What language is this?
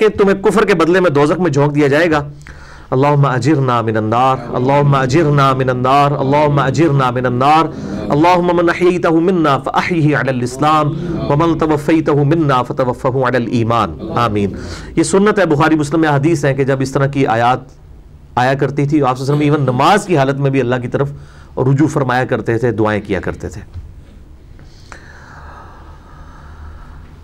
Urdu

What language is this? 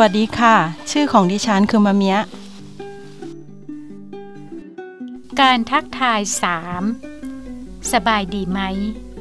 Thai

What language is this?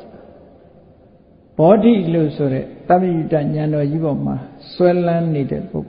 Burmese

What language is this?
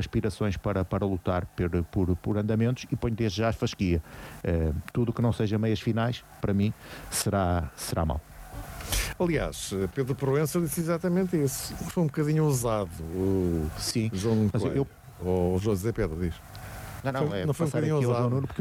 Portuguese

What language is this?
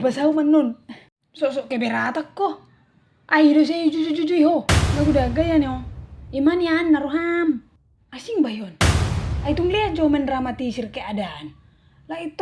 Batak Toba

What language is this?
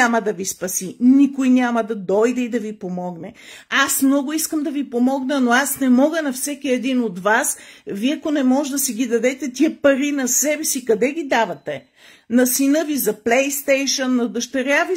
Bulgarian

